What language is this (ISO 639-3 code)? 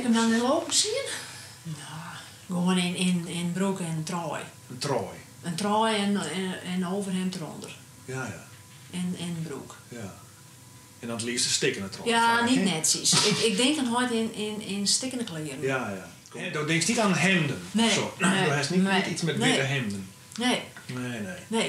fry